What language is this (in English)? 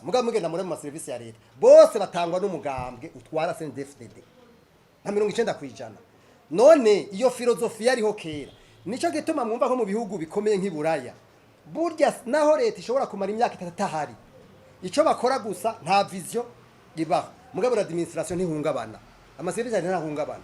Rundi